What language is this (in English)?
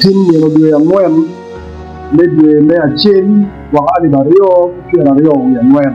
Acoli